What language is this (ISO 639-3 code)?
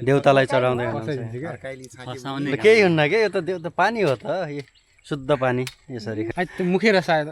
nep